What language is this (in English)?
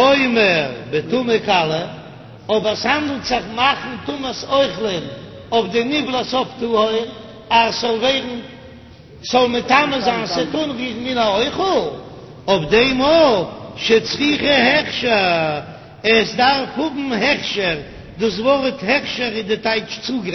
Yiddish